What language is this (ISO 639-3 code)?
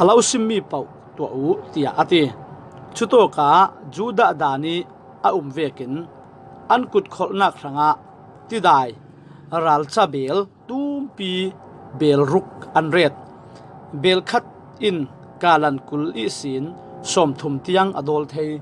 cfm